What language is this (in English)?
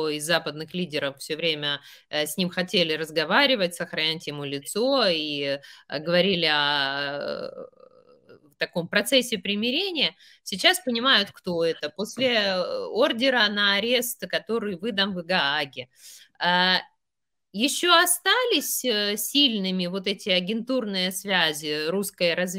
Russian